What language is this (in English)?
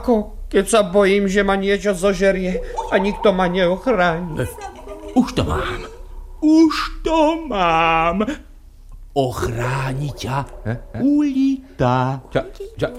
Slovak